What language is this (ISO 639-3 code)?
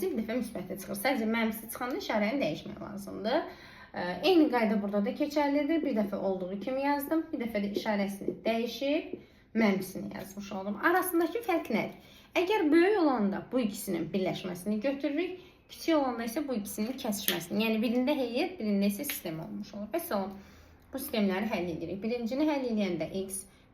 aze